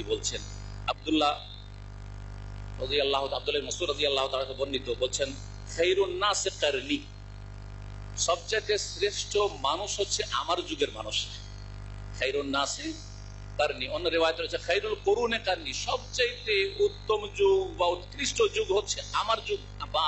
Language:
Bangla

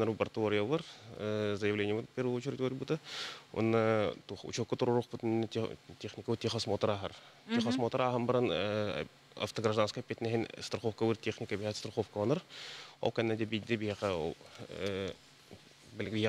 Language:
Yakut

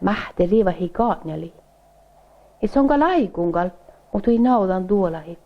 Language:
Northern Sami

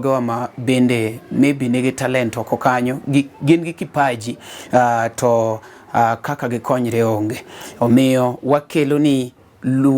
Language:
Luo (Kenya and Tanzania)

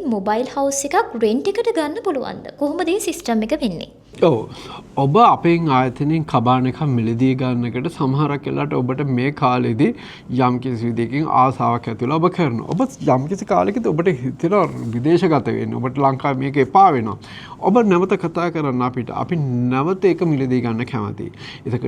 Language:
Sinhala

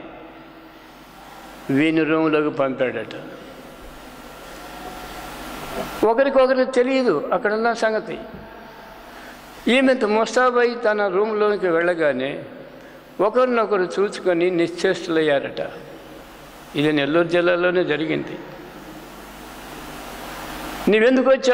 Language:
Telugu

